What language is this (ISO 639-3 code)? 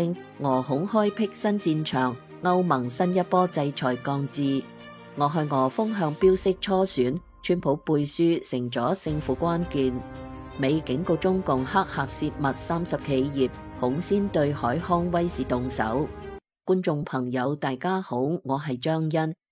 yue